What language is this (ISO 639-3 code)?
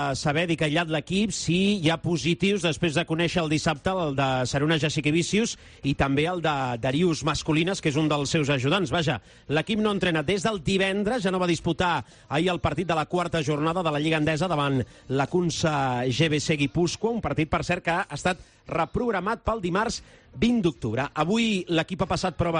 cat